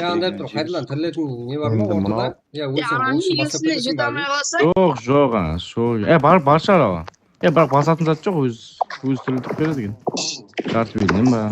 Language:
Kara-Kalpak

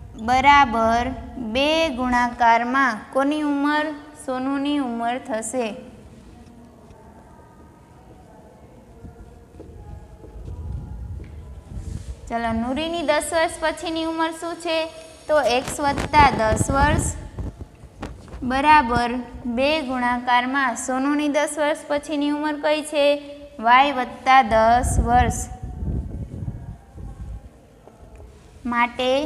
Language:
Gujarati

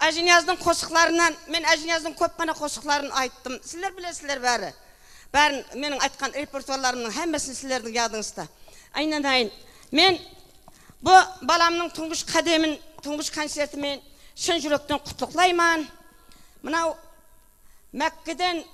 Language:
Kara-Kalpak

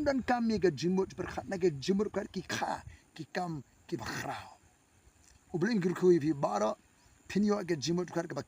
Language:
Khasi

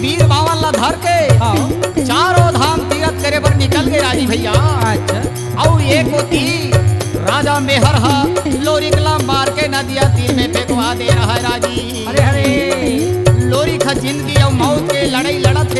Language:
Chhattisgarhi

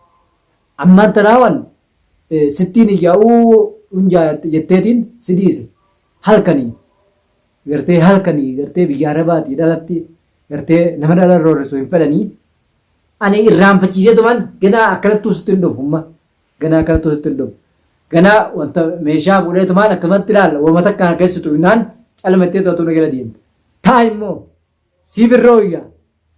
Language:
Oromo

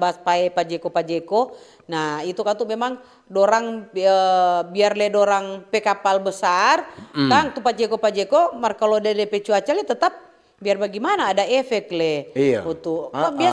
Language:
Manado Malay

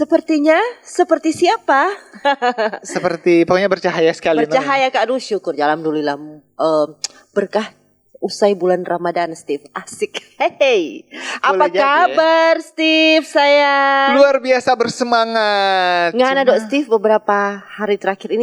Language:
Manado Malay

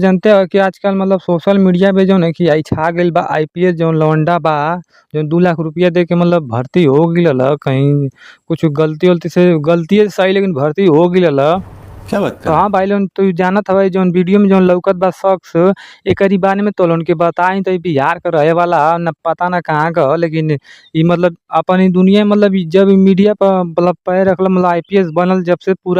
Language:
Bhojpuri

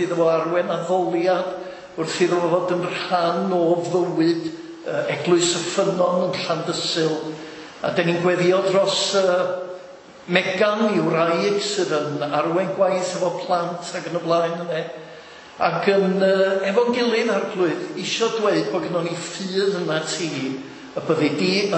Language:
Welsh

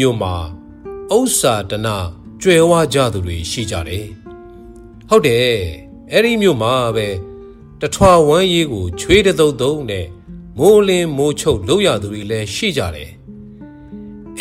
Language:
Burmese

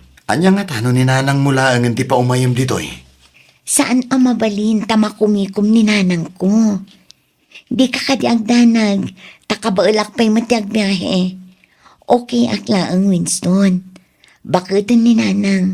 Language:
Iloko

